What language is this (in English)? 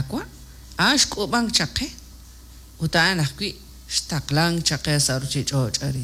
Kekchí